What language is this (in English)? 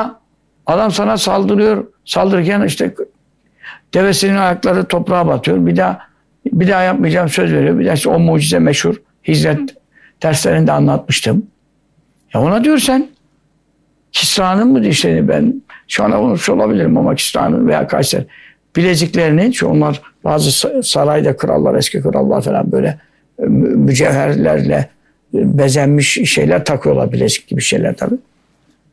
Turkish